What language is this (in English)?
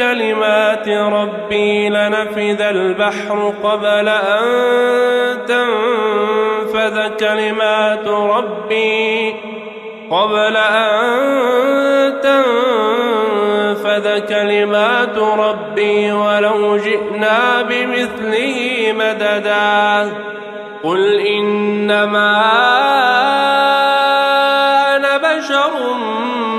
Arabic